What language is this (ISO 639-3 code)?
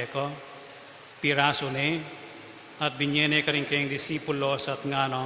pam